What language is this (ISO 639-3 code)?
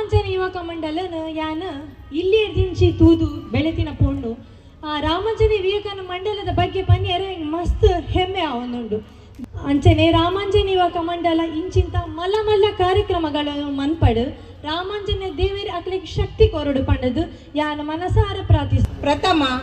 tcy